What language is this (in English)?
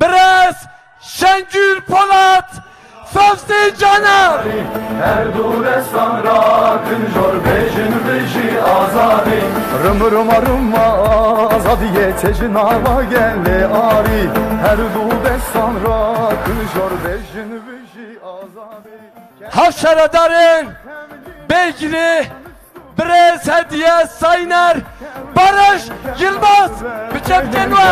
Kurdish